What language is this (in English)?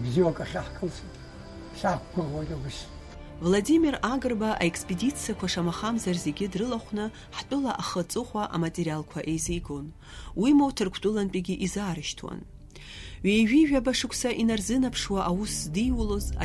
Abkhazian